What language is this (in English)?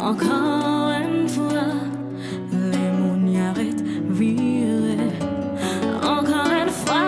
Seselwa Creole French